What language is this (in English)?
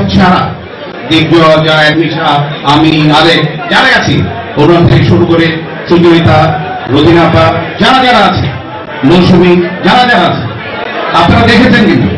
Bangla